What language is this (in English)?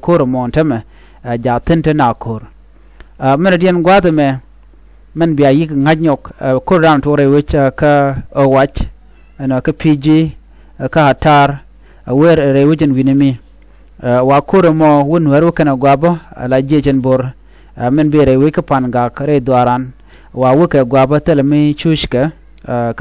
Nuer